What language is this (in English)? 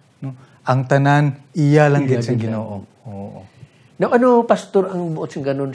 Hiligaynon